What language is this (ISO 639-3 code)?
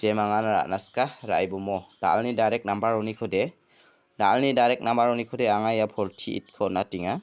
grt